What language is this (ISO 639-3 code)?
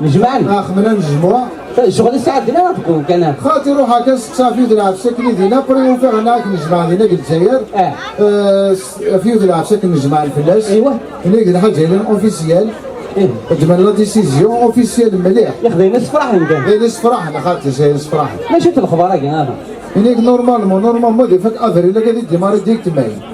kab